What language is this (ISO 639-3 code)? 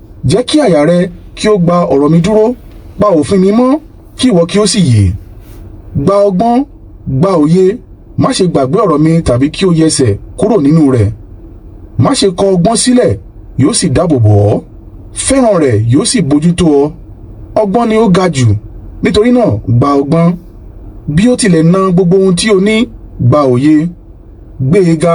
yor